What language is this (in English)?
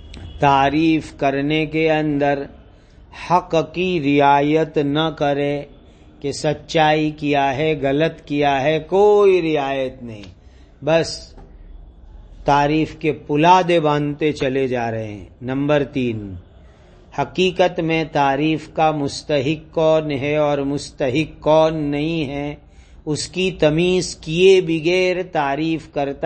Urdu